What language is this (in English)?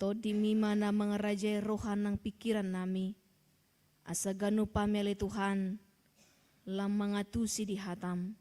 Batak Toba